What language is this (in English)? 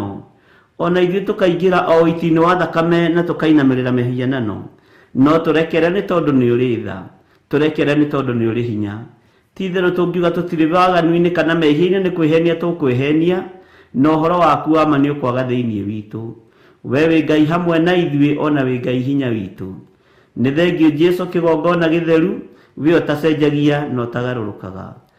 Kikuyu